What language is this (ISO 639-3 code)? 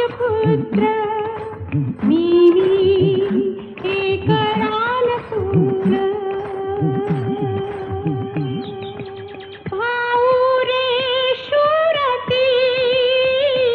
mar